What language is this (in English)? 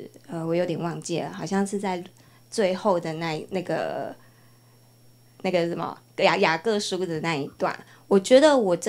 Chinese